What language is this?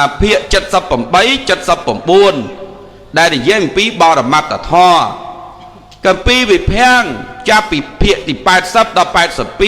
Khmer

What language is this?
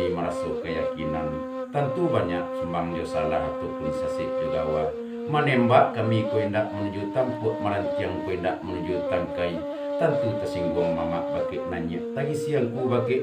Minangkabau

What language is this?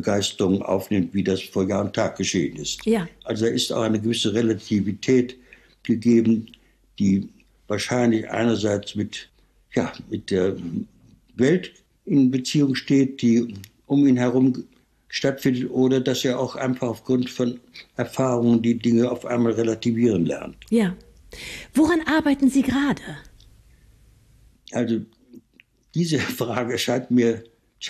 German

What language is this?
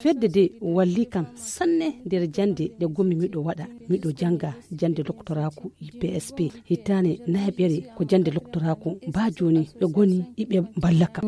Fula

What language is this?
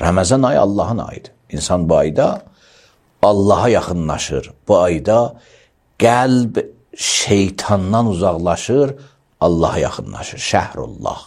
Azerbaijani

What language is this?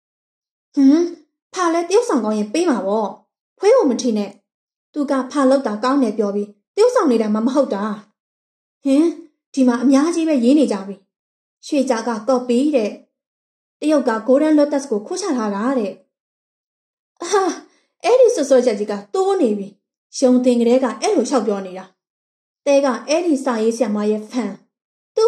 Burmese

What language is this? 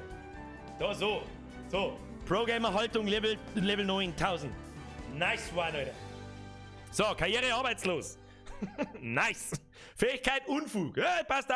Bavarian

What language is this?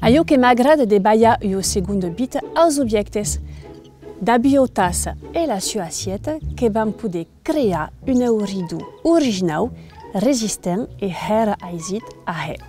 Occitan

